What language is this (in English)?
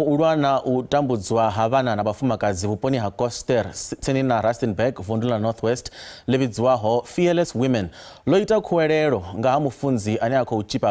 Venda